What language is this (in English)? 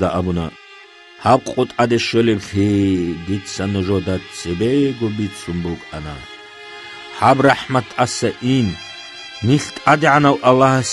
Avaric